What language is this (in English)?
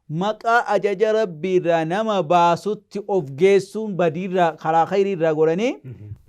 Oromo